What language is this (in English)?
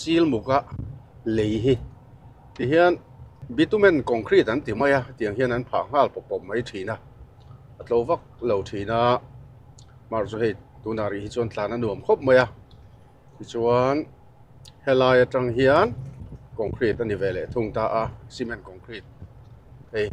Mizo